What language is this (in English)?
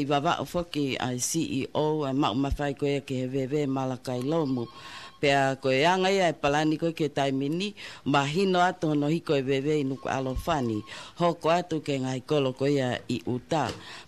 Tongan